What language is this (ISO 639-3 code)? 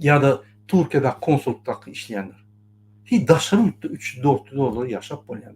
tuk